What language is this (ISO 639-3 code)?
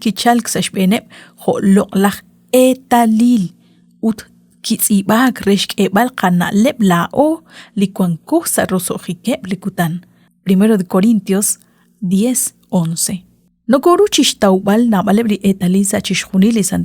kek